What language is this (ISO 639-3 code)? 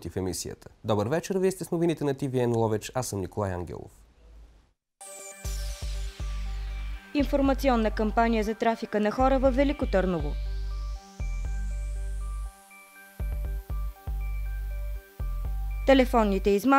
bul